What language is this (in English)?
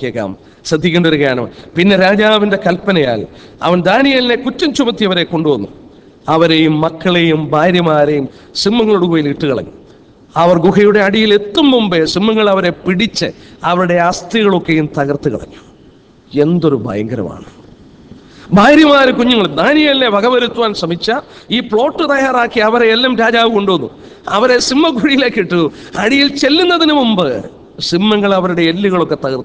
Malayalam